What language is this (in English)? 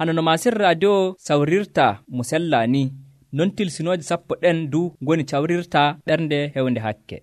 Nigerian Fulfulde